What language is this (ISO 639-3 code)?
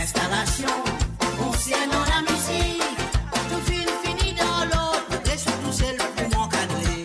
mfe